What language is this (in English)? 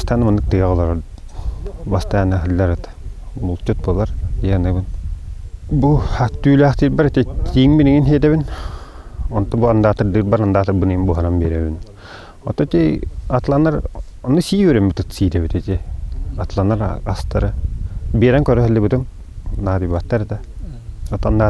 Yakut